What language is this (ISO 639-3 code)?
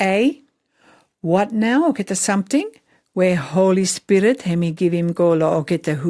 pis